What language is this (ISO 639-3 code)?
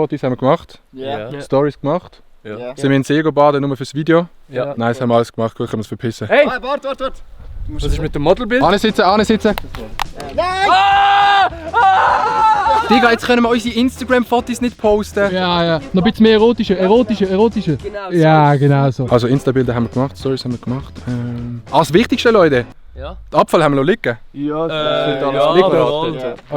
gsw